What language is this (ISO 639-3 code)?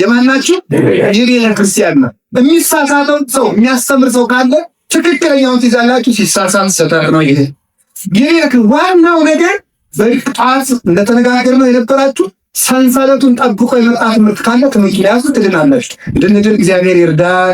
amh